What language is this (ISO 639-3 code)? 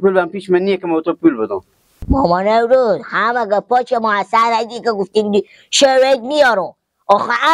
fas